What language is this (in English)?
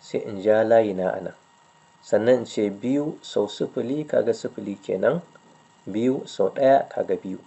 Hausa